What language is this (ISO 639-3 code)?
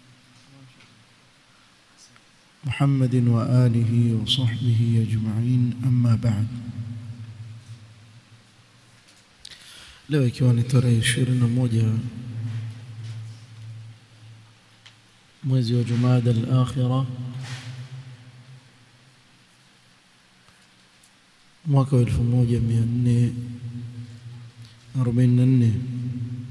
swa